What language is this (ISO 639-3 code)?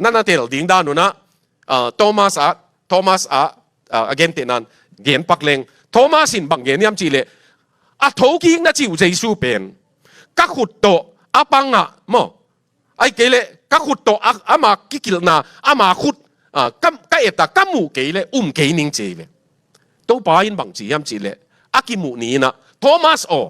ctd